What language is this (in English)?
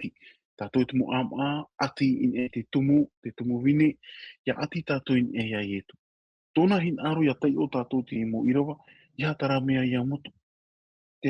Tahitian